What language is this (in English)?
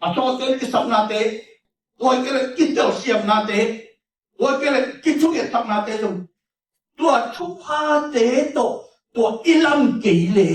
Tedim Chin